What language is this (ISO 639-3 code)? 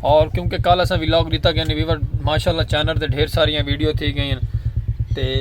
skr